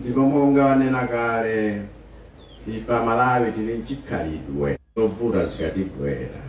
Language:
Nyanja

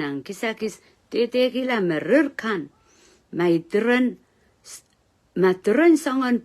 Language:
Pohnpeian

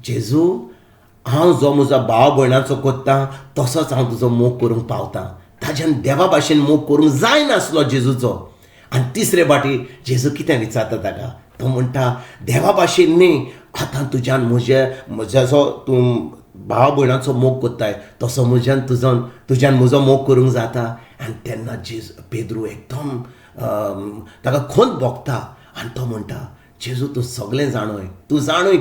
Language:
Konkani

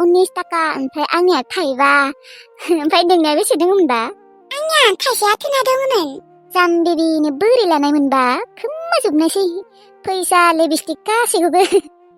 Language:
Bodo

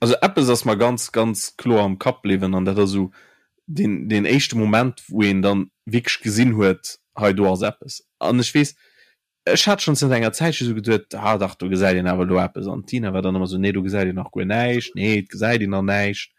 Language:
Luxembourgish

